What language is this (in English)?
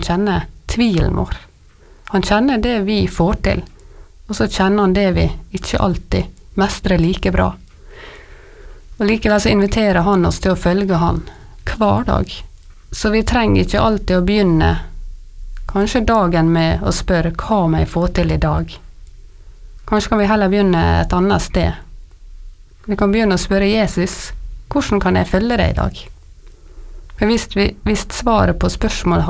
Norwegian